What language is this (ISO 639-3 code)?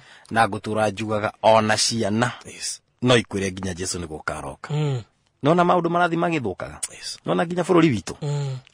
kik